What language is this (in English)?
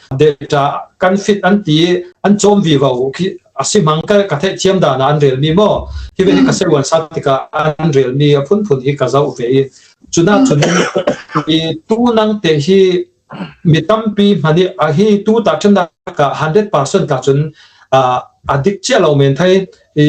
Falam Chin